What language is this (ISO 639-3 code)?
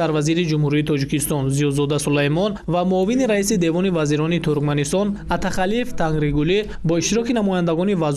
tgk